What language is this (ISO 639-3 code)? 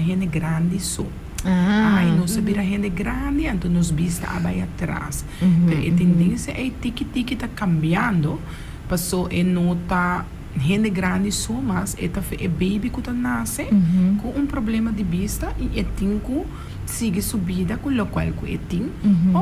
pap